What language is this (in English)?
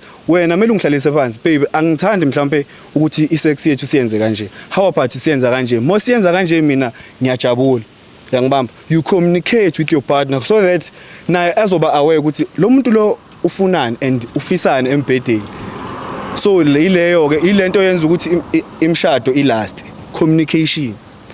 Zulu